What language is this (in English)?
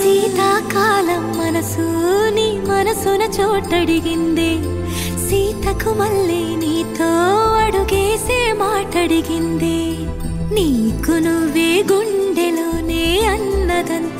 Telugu